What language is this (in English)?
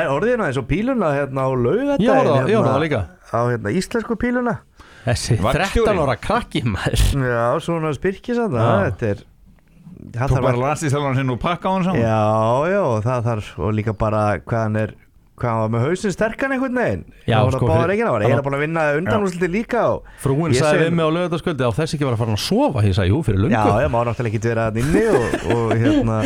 Icelandic